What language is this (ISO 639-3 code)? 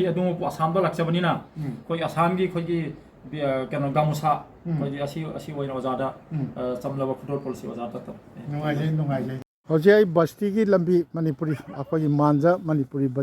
mni